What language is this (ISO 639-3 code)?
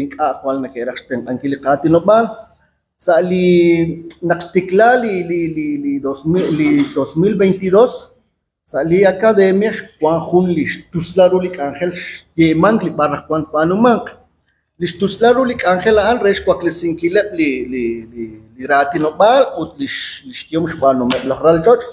kek